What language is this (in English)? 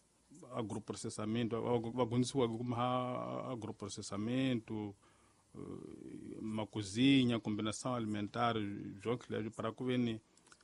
Tsonga